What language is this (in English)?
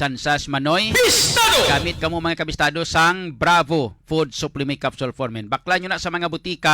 Hiligaynon